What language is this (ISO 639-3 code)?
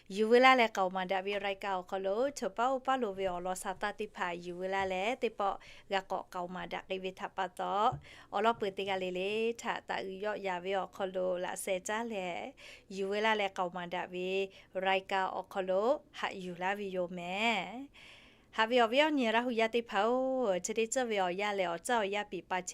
lhu